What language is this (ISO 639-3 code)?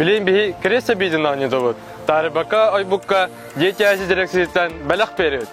sah